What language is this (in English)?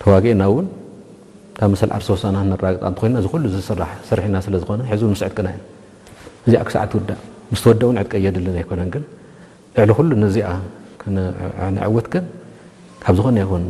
Tigrinya